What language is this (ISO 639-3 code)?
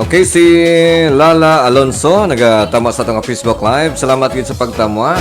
hil